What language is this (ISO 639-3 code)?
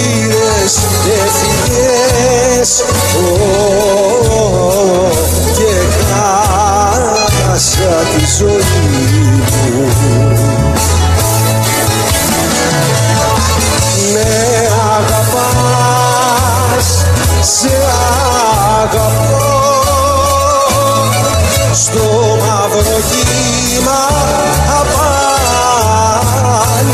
ell